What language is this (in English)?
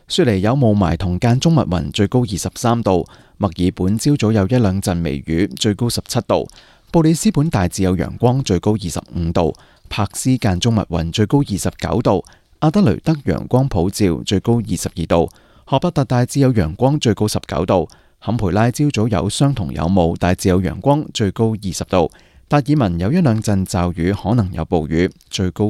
Cantonese